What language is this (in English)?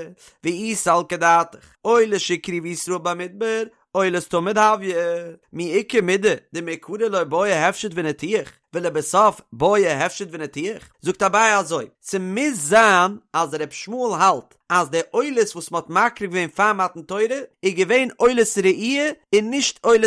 Yiddish